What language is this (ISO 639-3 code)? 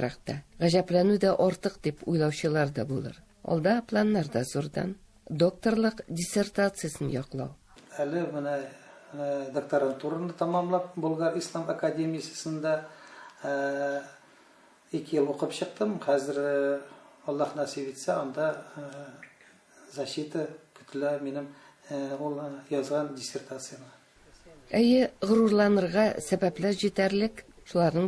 tat